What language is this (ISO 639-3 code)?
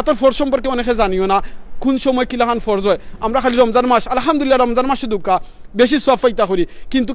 syl